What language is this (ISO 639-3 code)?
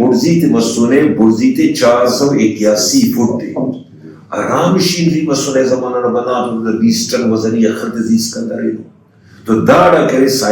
brh